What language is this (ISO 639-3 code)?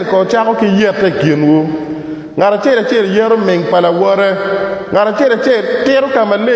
ach